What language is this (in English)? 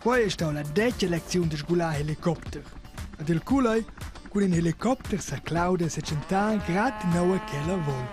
Romansh